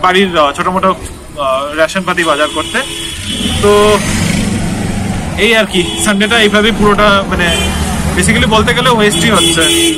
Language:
Bangla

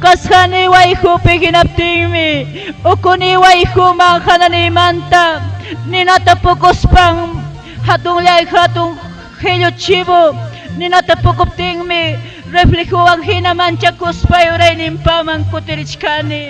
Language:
Ayacucho Quechua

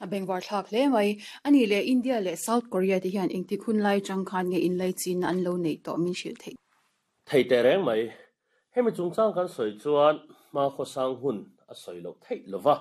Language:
Mizo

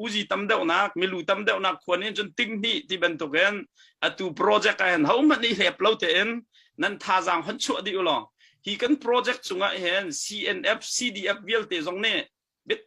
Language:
Hakha Chin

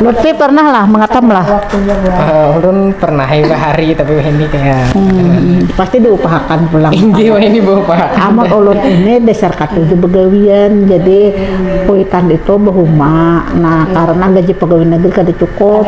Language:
Banjar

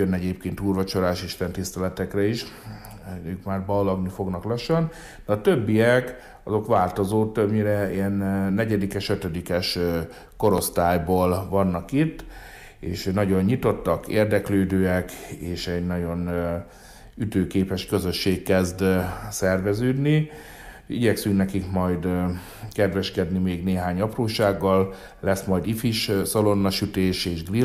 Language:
Hungarian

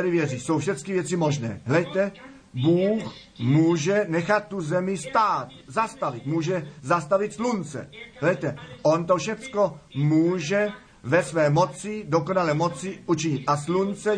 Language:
Czech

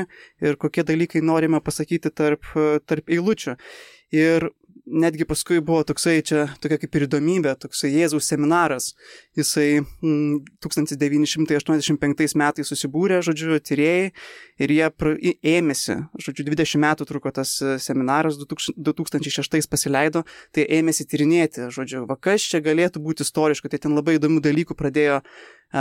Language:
Lithuanian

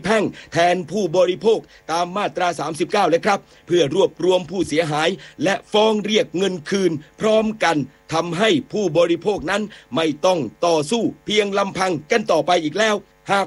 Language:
Thai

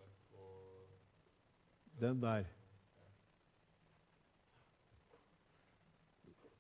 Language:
Norwegian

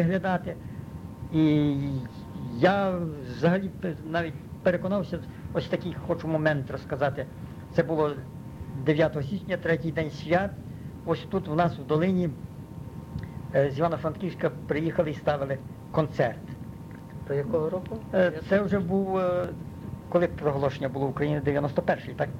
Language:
Ukrainian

